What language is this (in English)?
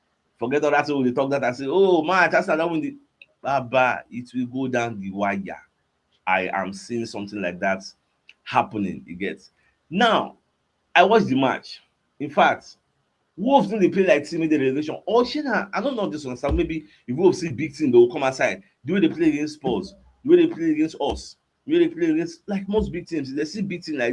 Nigerian Pidgin